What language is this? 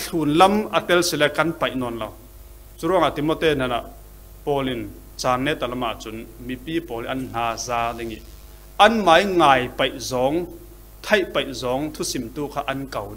Falam Chin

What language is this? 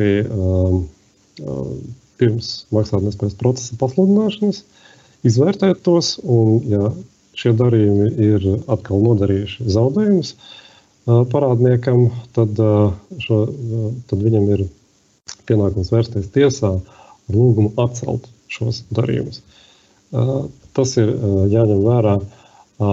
Latvian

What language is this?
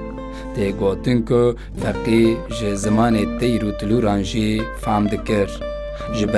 Kurdish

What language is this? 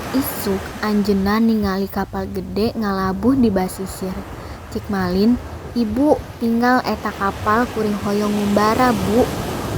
Sundanese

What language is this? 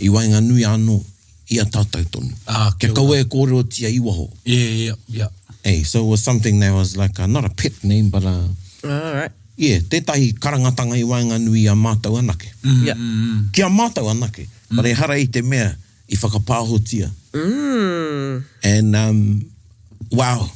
Māori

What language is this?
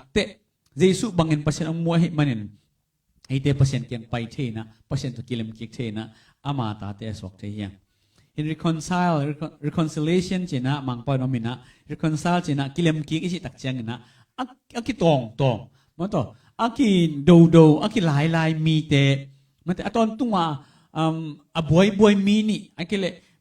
Tedim Chin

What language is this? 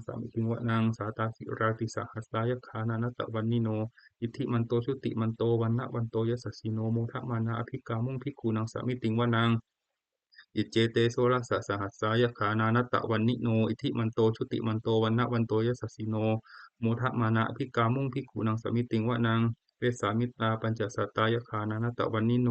Pali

